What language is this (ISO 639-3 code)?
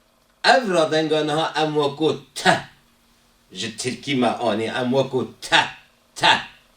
kur